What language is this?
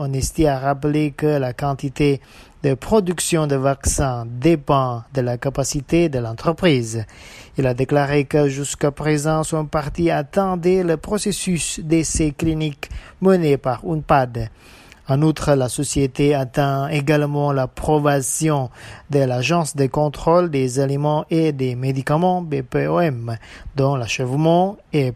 French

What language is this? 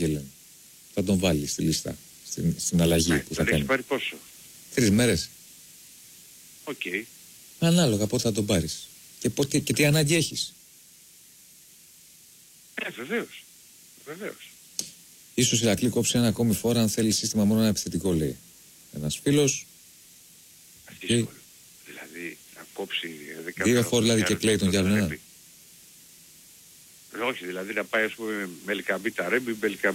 Greek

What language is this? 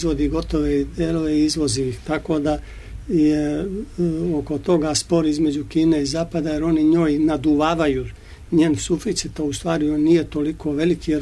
Serbian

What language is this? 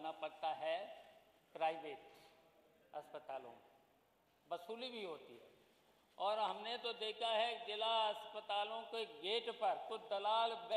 Hindi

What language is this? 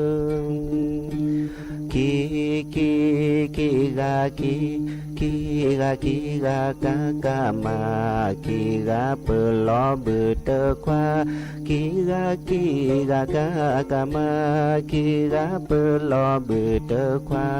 S'gaw Karen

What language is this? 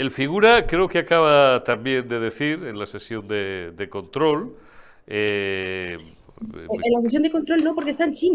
Spanish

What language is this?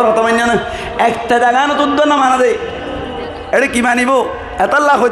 Rohingya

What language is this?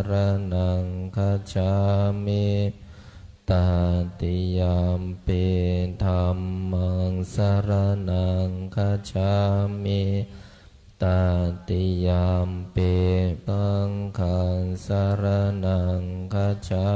Pali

